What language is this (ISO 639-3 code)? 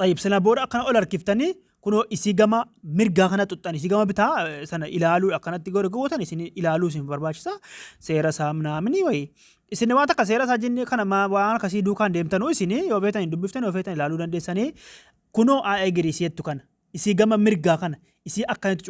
orm